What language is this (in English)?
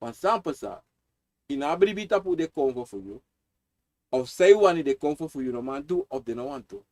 Sranan Tongo